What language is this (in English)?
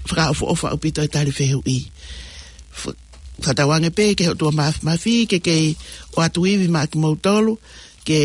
Tongan